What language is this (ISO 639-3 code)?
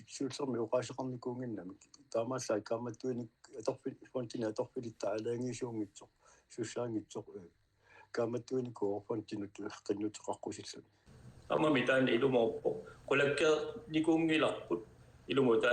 kal